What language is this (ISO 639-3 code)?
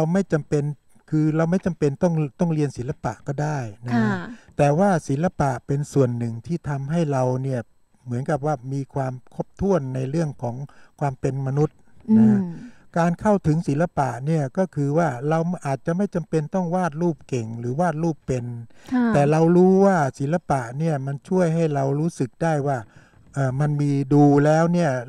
tha